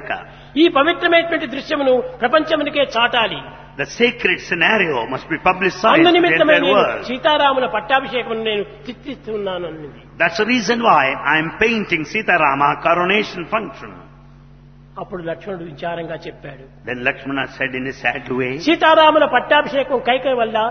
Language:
Telugu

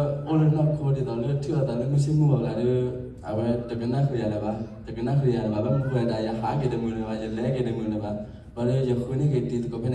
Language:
S'gaw Karen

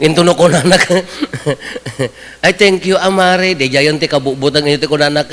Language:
Iloko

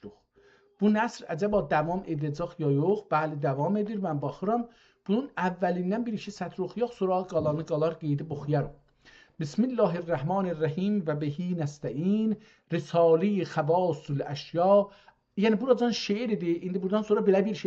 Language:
South Azerbaijani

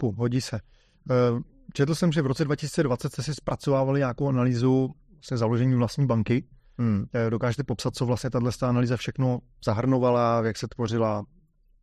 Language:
Czech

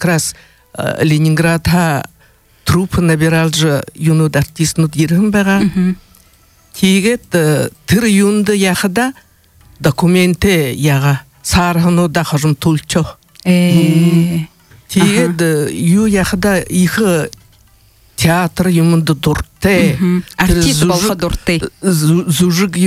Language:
Buriat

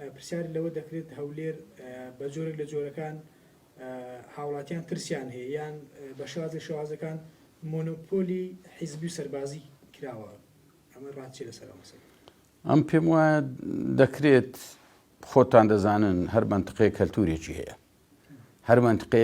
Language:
Central Kurdish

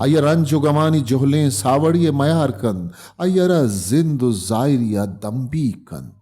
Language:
Baluchi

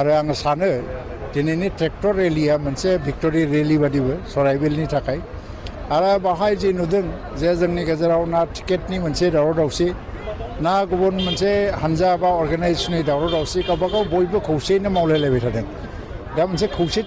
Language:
Bodo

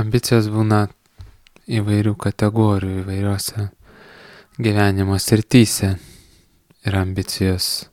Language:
Lithuanian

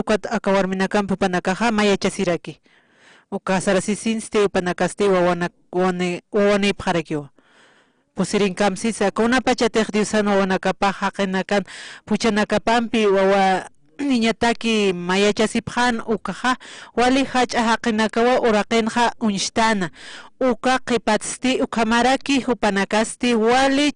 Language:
Aymara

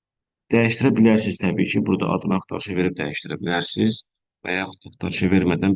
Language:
Azerbaijani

